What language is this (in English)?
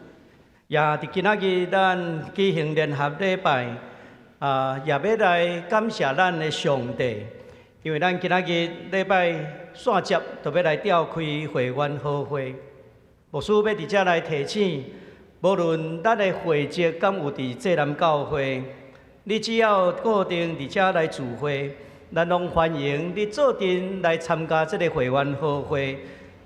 Min Nan Chinese